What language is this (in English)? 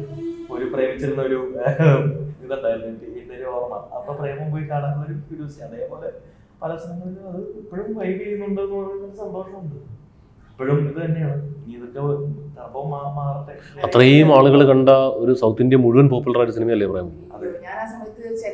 Malayalam